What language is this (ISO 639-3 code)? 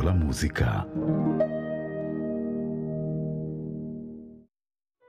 heb